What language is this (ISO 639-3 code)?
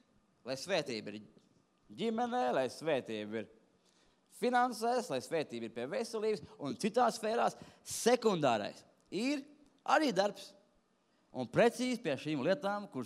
lav